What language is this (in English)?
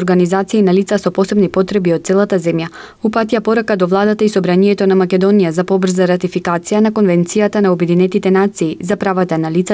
Macedonian